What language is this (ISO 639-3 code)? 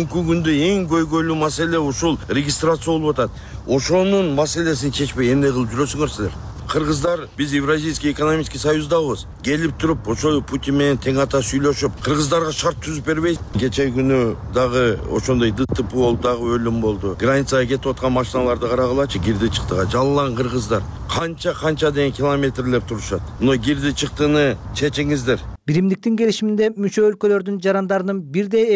kir